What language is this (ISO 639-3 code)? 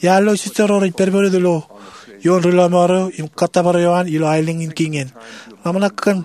mah